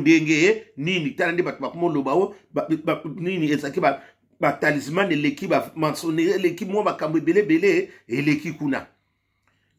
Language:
Lingala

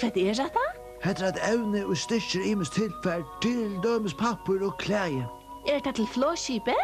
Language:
Faroese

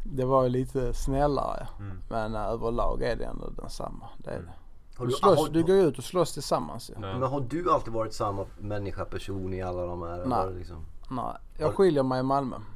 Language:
Swedish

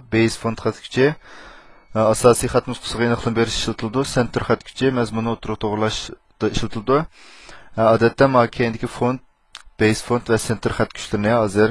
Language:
Uyghur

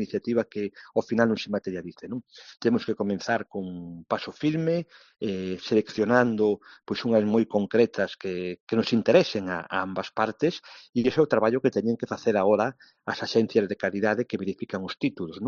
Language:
Galician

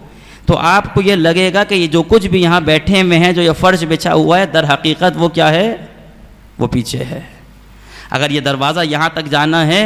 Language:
Urdu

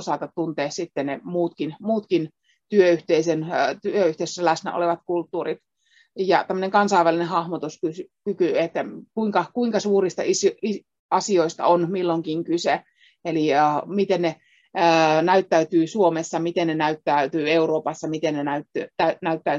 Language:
Finnish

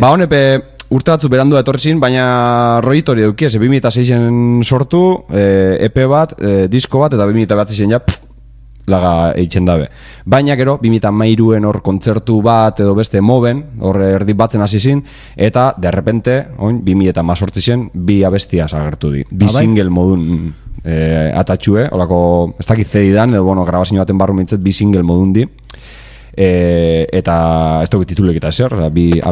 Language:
Basque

